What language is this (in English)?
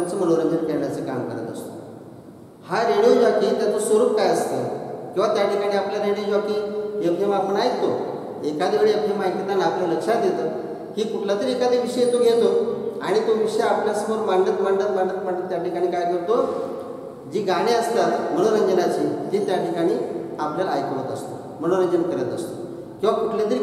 Marathi